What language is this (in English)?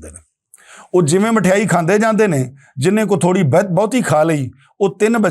Western Panjabi